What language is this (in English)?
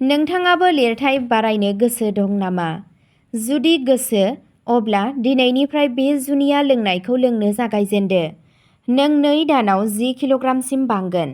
Bodo